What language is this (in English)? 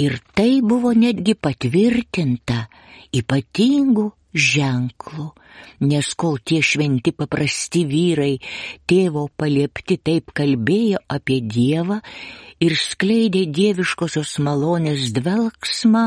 Lithuanian